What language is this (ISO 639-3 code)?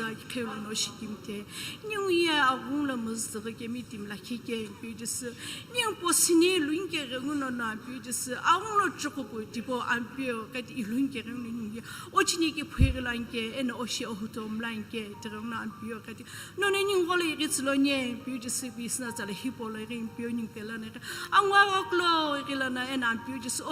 nsm